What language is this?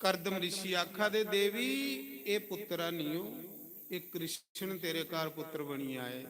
Dogri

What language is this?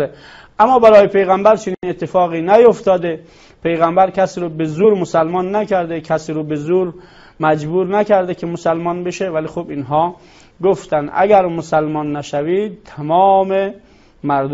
Persian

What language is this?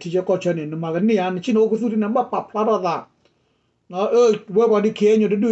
S'gaw Karen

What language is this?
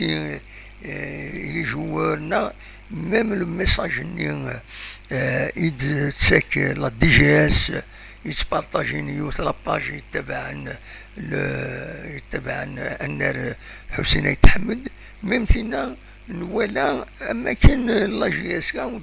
Kabyle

